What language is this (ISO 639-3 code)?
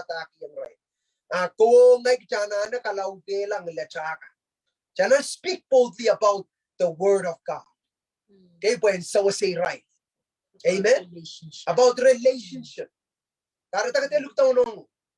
pon